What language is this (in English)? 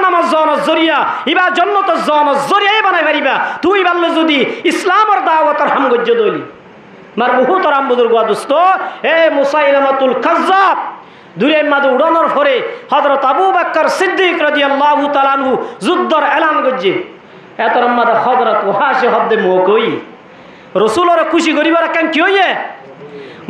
Rohingya